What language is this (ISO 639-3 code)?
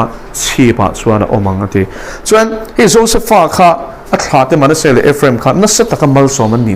lus